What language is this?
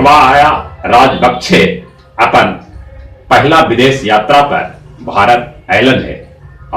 Magahi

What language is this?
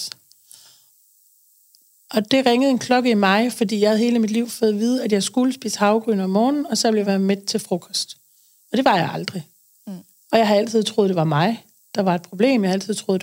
Danish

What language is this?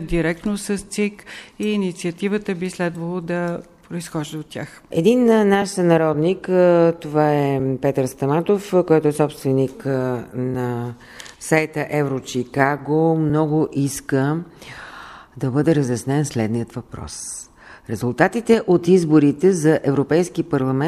Bulgarian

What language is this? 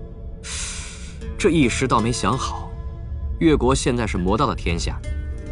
Chinese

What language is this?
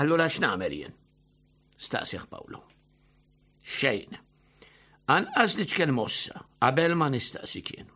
Maltese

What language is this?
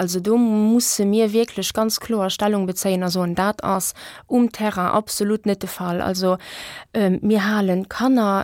Luxembourgish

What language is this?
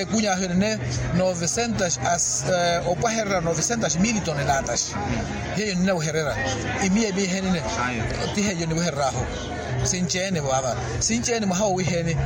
Makhuwa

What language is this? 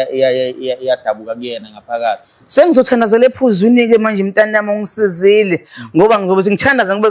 Zulu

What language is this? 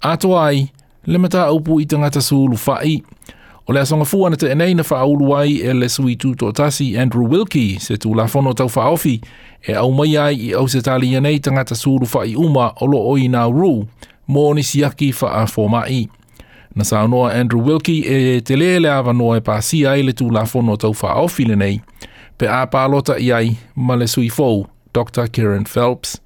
Samoan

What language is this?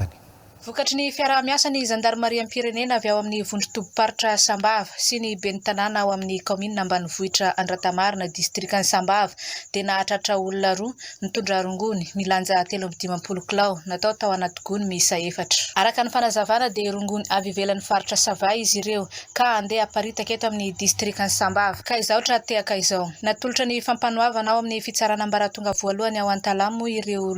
Malagasy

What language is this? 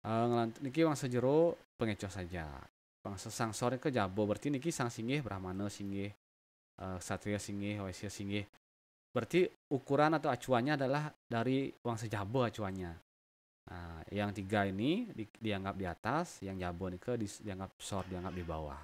Balinese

